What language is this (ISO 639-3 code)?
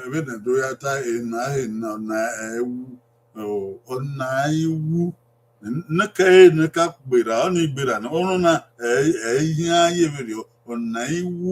bin